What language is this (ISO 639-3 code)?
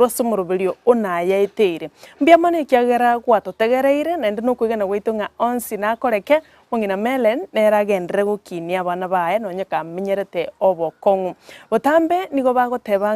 guz